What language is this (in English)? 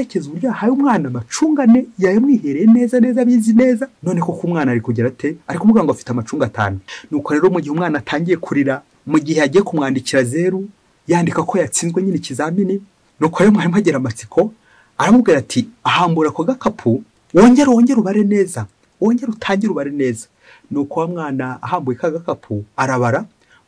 Kinyarwanda